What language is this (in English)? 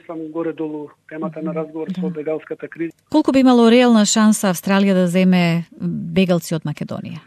Macedonian